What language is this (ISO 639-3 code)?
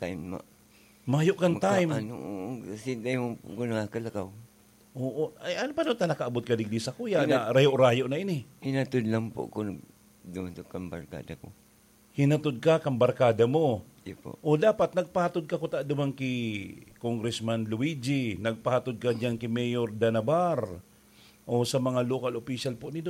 bik